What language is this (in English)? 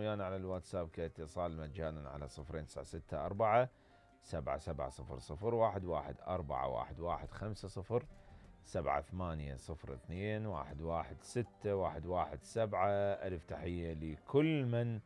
Mesopotamian Arabic